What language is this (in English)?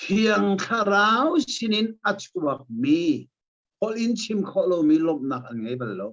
Hakha Chin